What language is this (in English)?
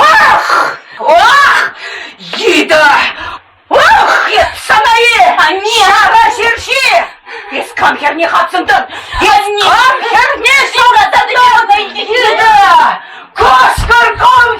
Chuvash